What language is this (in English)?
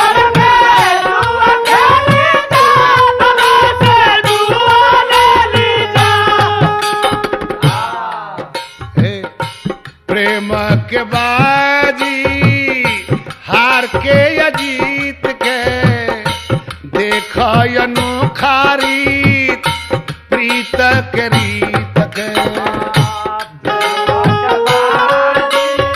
Bhojpuri